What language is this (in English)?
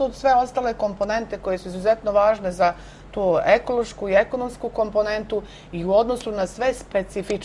Serbian